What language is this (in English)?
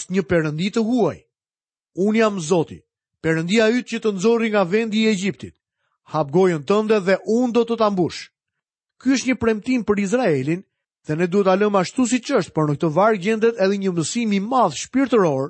Albanian